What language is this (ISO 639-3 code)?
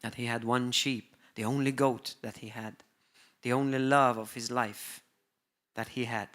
eng